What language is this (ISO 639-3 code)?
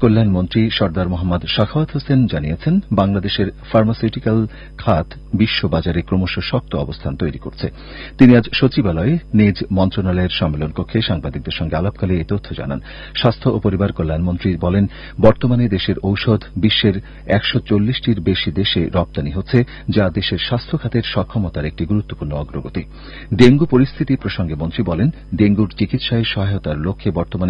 ben